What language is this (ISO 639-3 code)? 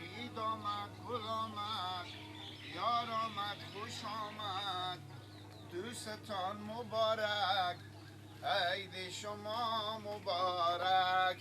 fas